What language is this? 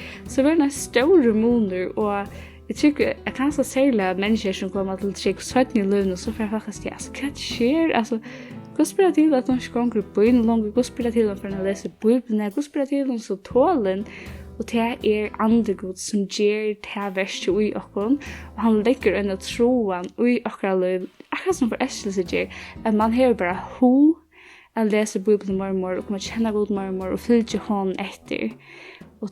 Faroese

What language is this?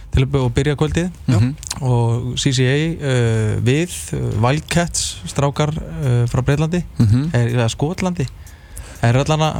Icelandic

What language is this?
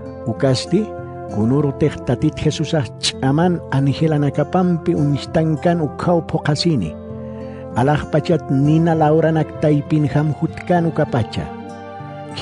Aymara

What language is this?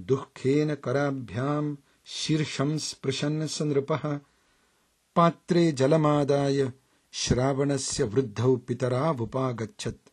Sanskrit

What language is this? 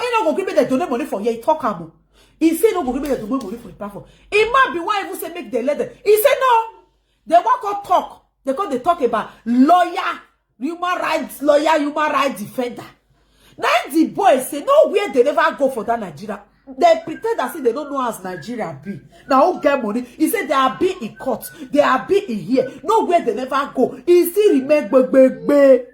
Nigerian Pidgin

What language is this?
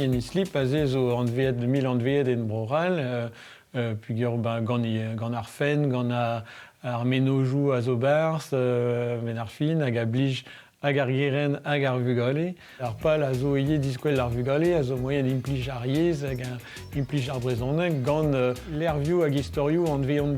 Breton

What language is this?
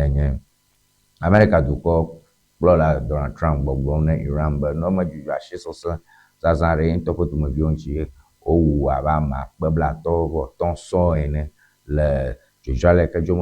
Ewe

